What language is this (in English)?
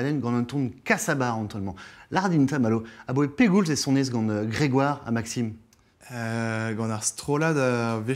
Breton